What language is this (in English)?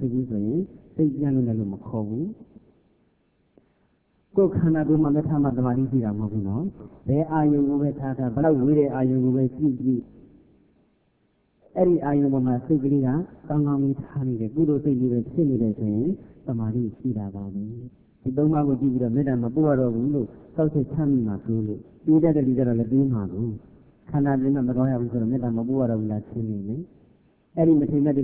Burmese